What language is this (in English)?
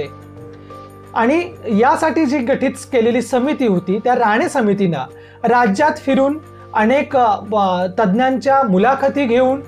Marathi